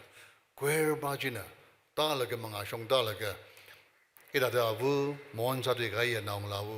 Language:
Tangkhul Naga (India)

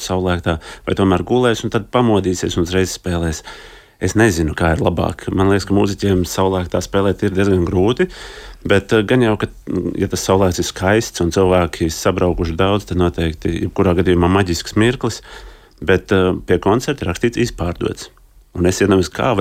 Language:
Latvian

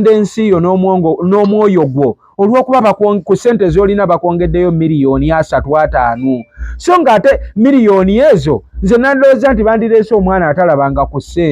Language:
Ganda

